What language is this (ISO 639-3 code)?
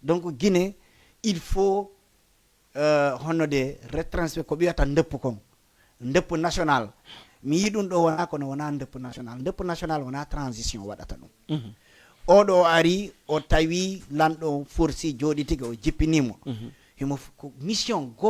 ful